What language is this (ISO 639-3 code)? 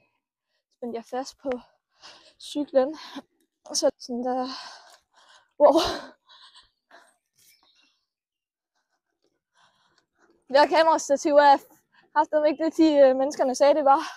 dan